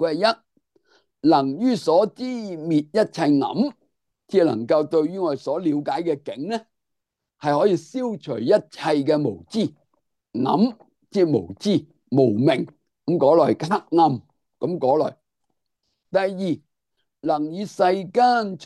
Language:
Cantonese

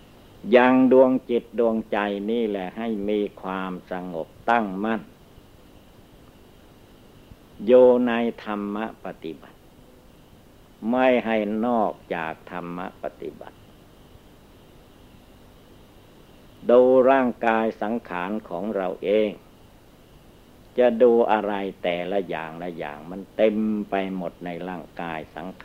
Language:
Thai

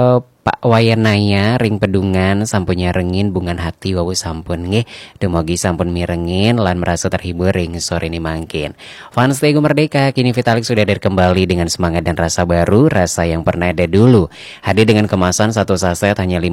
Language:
Balinese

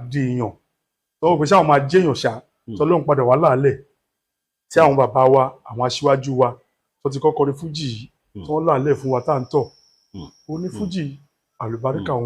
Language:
Yoruba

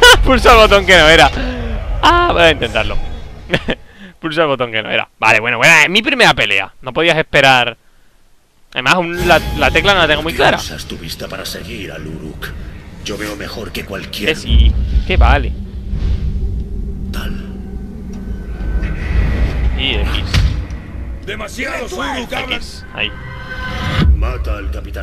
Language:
Spanish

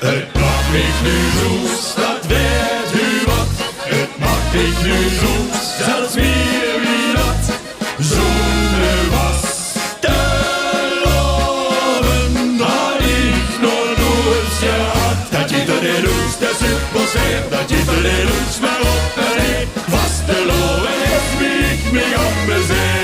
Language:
Limburgish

